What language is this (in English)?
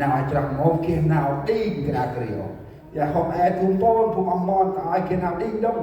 Central Mnong